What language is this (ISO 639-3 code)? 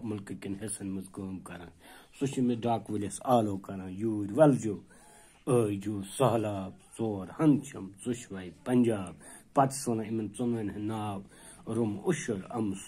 kas